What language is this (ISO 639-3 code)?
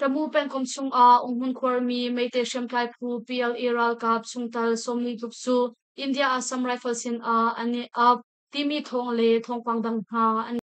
cnh